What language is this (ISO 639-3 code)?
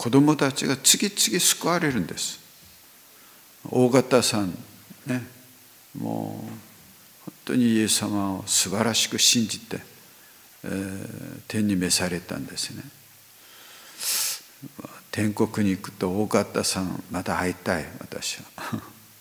jpn